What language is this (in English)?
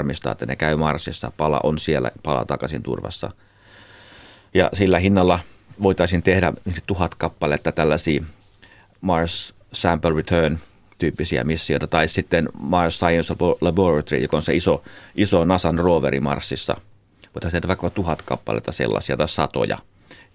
Finnish